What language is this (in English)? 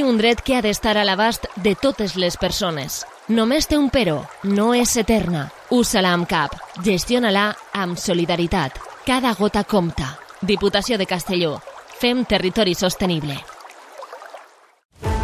Catalan